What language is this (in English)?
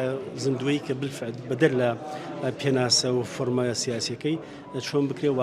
Central Kurdish